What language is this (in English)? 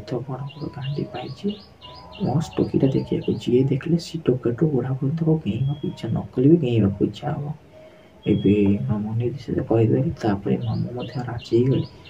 Odia